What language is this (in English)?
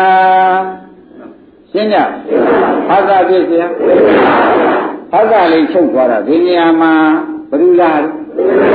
Burmese